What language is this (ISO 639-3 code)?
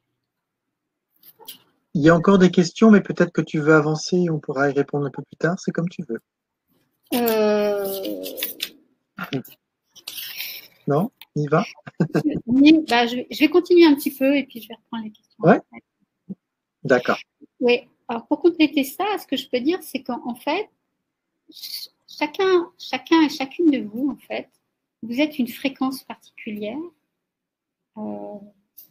fra